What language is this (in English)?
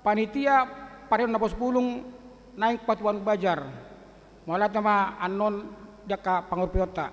Batak Toba